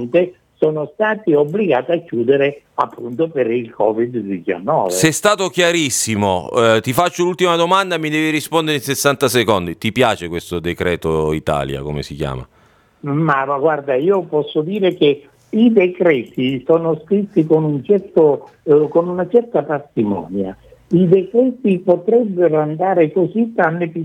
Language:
Italian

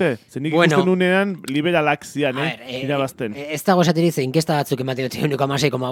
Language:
Basque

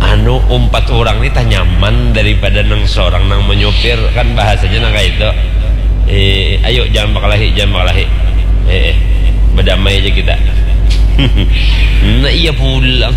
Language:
Banjar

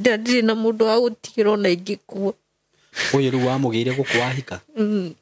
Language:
Kikuyu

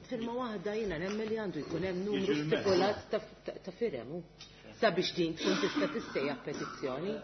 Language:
Maltese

